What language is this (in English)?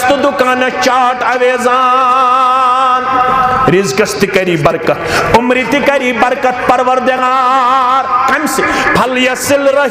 Kashmiri